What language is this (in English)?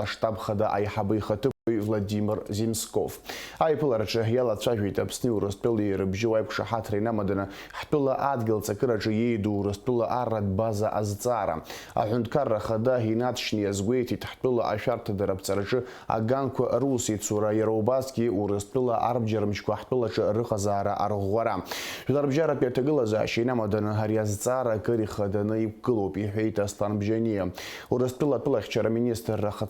Abkhazian